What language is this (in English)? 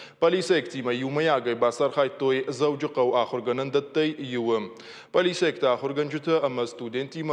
Ossetic